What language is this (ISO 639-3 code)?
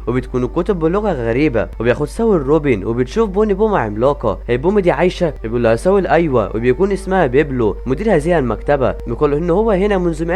arz